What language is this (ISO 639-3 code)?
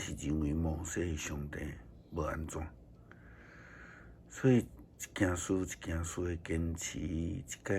nan